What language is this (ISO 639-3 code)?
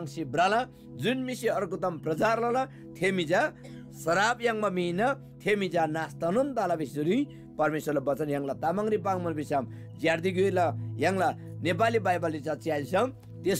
taj